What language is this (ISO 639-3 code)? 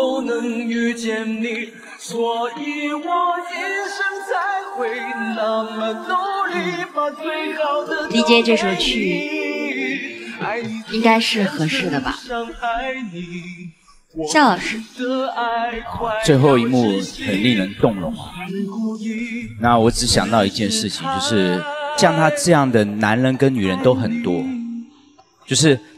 zho